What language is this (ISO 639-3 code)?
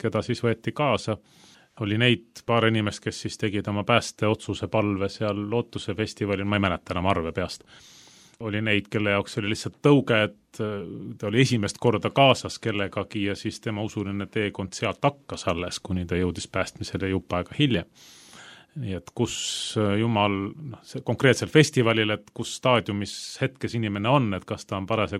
est